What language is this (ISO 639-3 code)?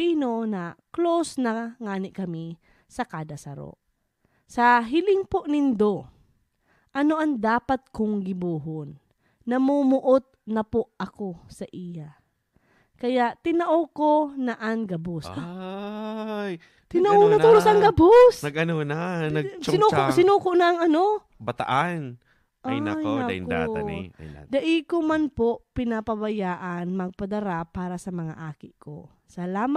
bik